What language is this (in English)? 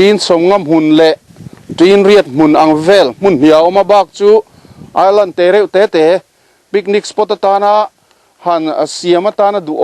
Mizo